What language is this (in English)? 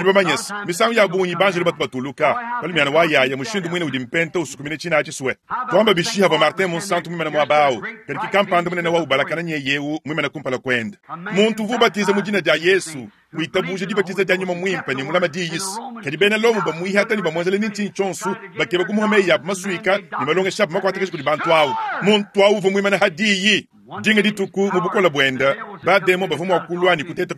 Luba-Lulua